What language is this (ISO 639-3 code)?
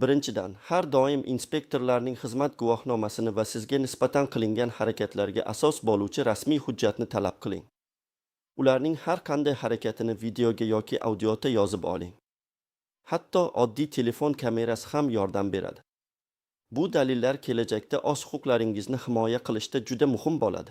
uzb